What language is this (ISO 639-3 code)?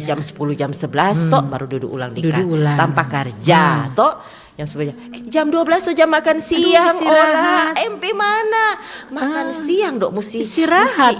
xmm